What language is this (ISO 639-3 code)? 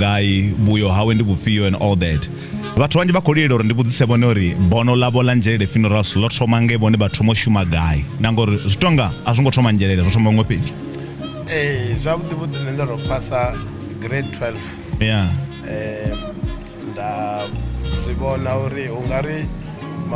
ven